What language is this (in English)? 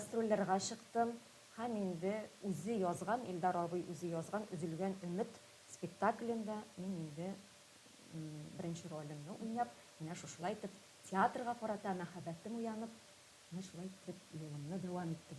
Tatar